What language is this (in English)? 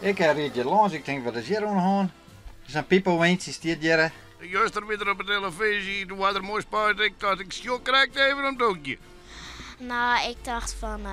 Western Frisian